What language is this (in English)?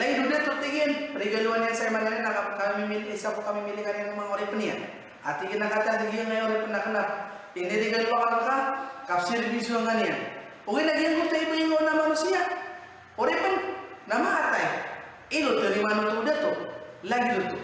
Maranao